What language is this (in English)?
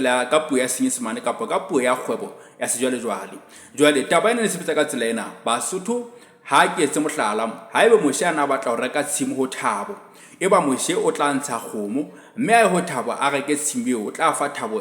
Southern Sotho